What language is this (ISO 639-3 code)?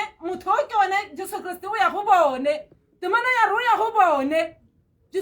tsn